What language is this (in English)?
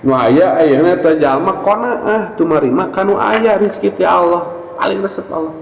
Sundanese